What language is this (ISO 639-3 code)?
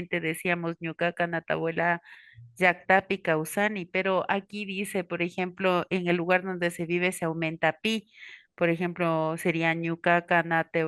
qvi